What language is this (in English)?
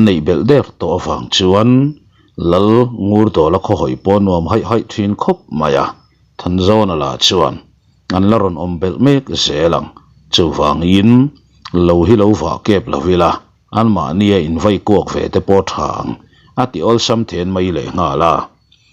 Mizo